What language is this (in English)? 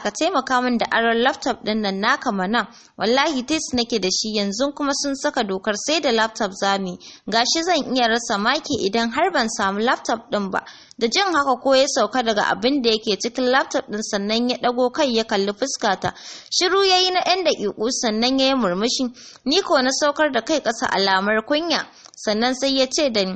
Hausa